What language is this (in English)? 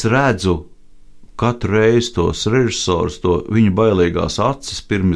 Latvian